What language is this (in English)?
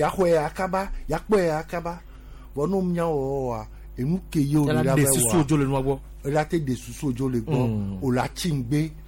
Gen